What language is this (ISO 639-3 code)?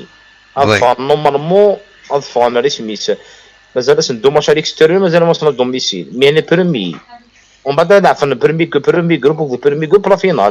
kab